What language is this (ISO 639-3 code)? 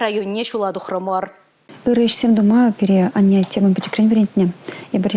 chv